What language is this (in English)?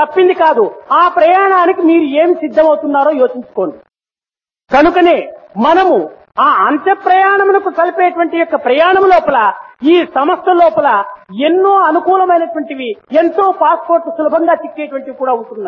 Telugu